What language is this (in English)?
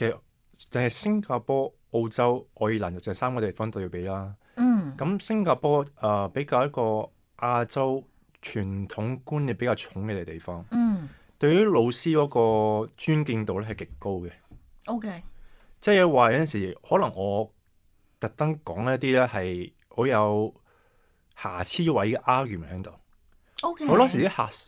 Cantonese